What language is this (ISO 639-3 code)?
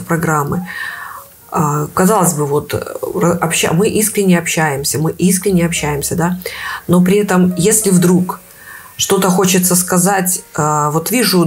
rus